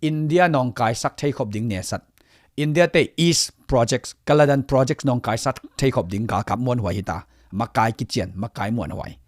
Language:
Tedim Chin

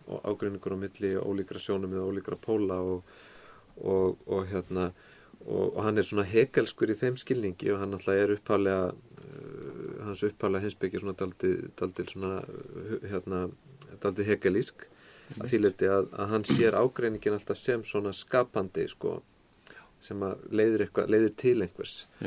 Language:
Icelandic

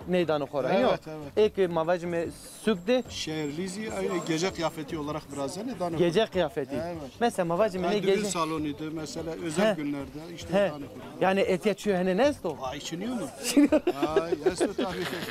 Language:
Zaza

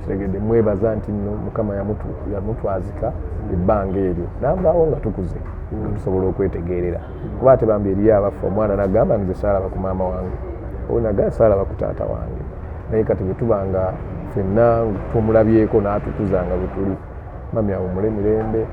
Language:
Ganda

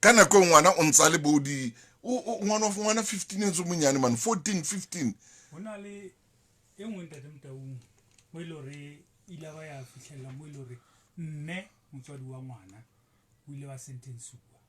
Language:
Southern Sotho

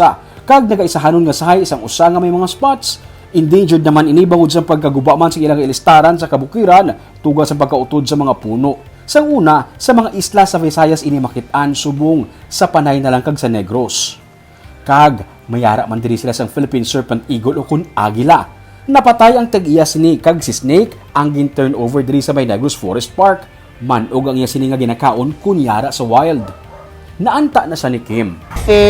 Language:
Hiligaynon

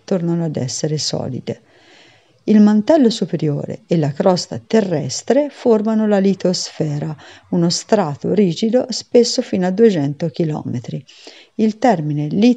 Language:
Italian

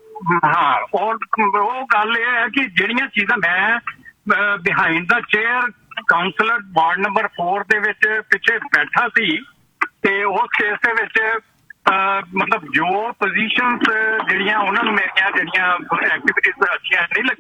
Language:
Punjabi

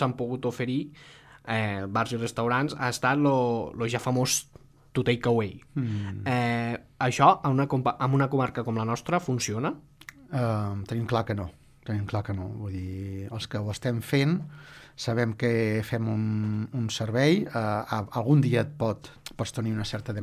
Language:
Catalan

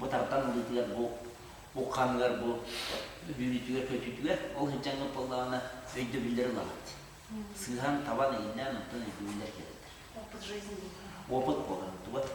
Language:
Yakut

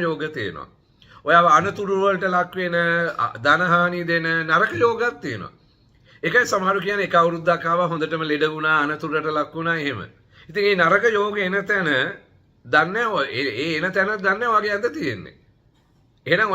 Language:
Sinhala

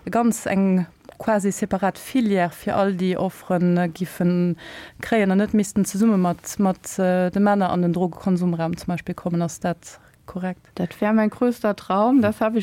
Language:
Luxembourgish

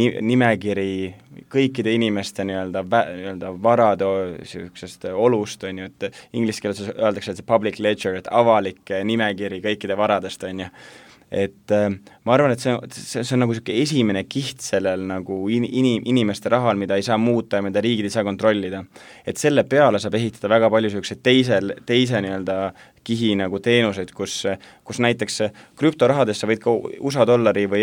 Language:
Estonian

